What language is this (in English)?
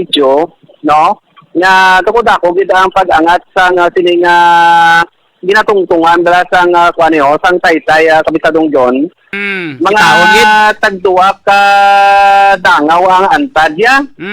Hiligaynon